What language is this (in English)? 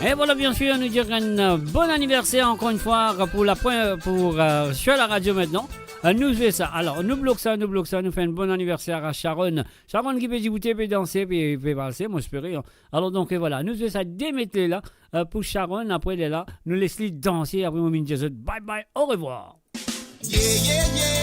Morisyen